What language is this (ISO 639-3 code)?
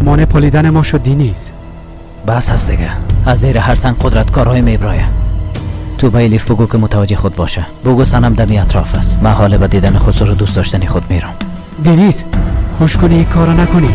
fas